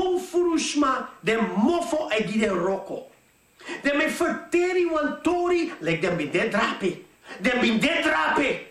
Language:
Sranan Tongo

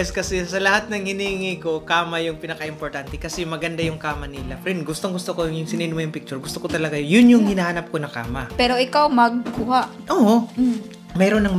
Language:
Filipino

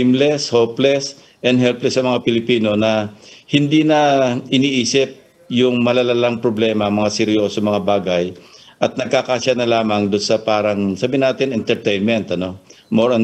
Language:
Filipino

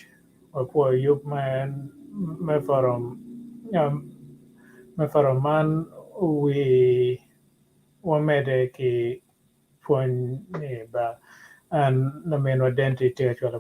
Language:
Acoli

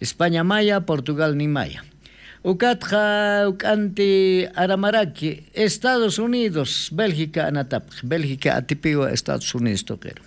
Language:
Aymara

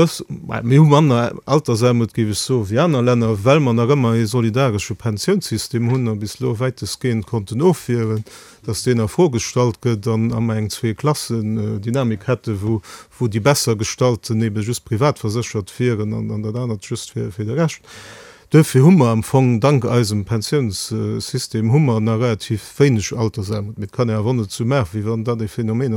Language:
Luxembourgish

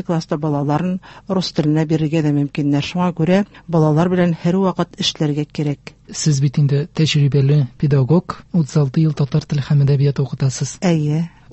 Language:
Tatar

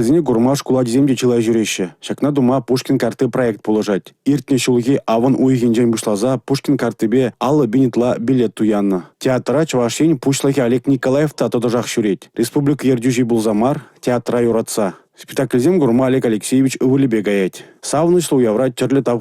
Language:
Chuvash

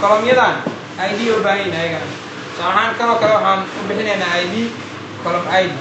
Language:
Somali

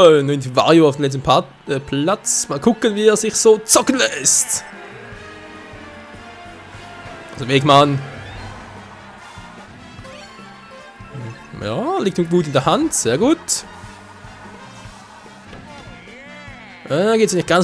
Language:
German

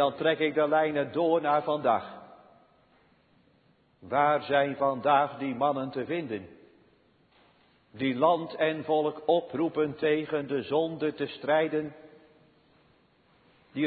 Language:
Dutch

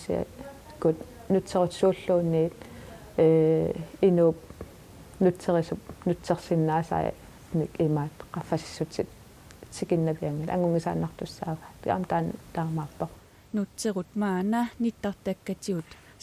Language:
Kalaallisut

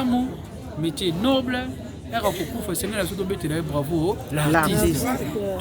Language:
Lingala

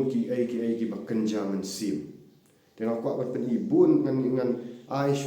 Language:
Khasi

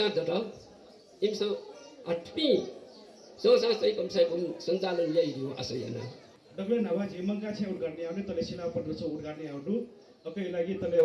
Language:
Newari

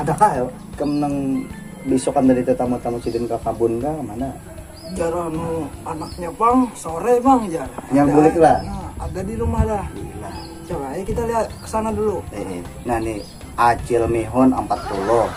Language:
Banjar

